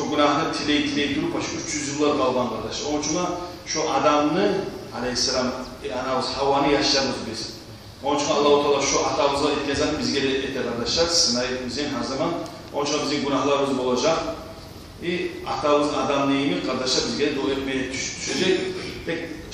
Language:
Kumyk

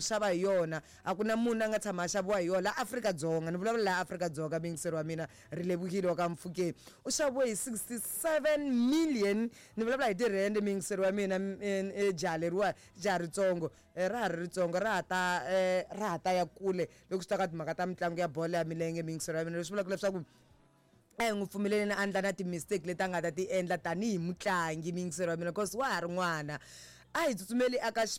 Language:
Tsonga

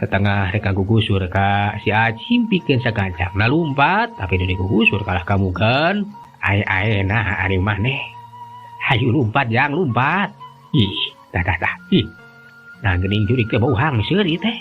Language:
Sundanese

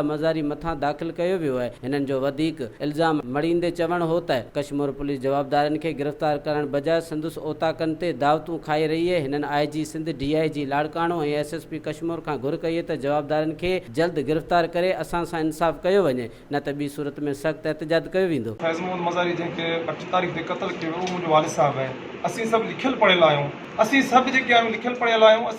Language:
Sindhi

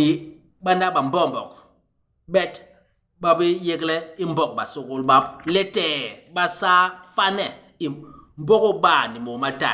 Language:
Basaa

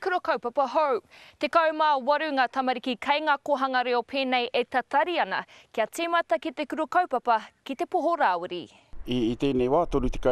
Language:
Māori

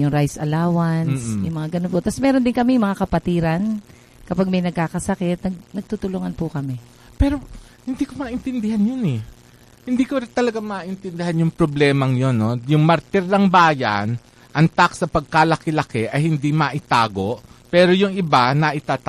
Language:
Filipino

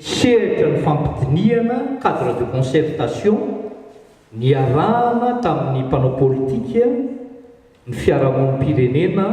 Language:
Malagasy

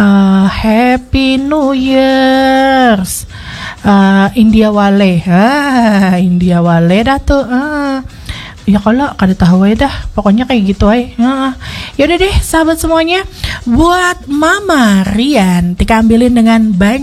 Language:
Banjar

